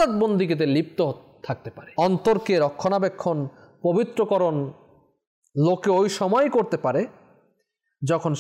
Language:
Bangla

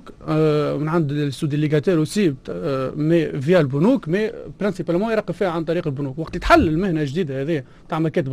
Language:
Tunisian Arabic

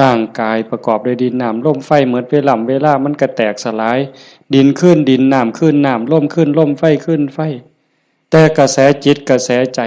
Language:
Northeastern Thai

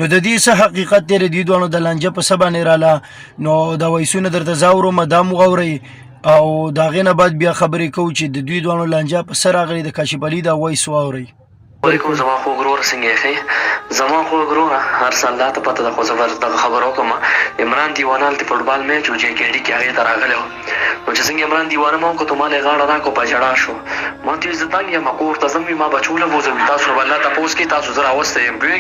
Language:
Pashto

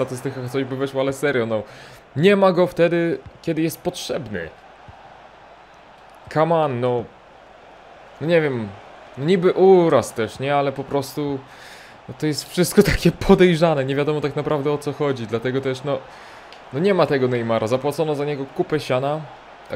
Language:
Polish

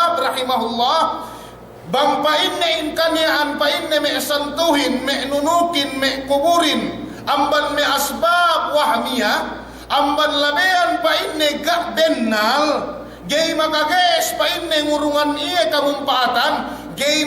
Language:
Yakan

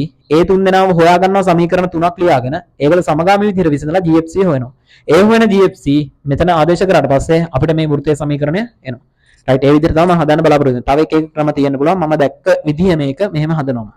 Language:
Sinhala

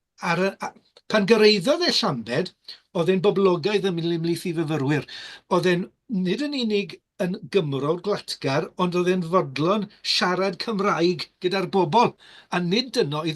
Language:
Welsh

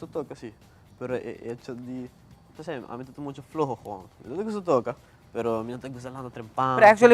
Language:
Papiamento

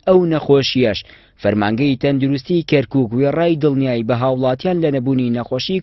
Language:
Central Kurdish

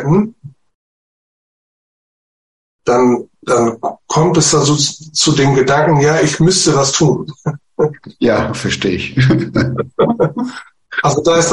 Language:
German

